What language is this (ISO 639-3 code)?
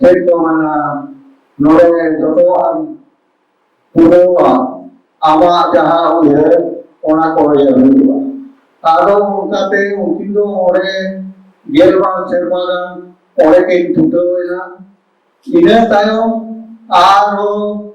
sat